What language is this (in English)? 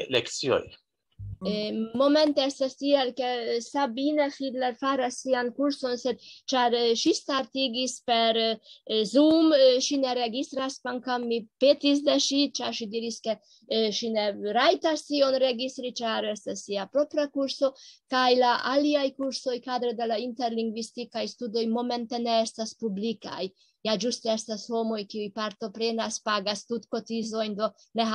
Esperanto